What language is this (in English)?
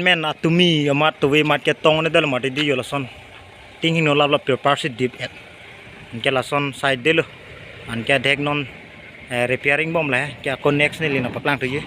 Karbi